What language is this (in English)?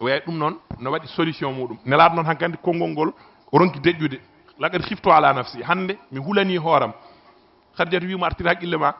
Fula